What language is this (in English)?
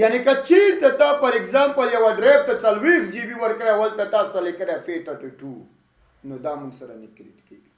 Pashto